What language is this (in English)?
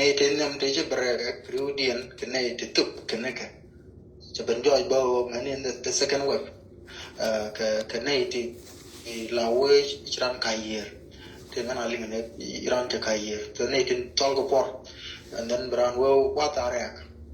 Nuer